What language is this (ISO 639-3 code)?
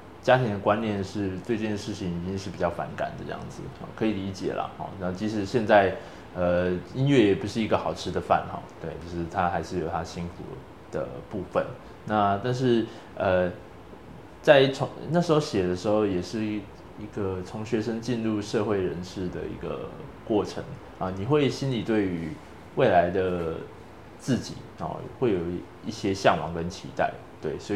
zho